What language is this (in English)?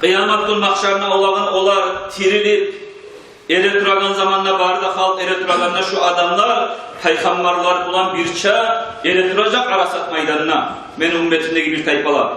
Kumyk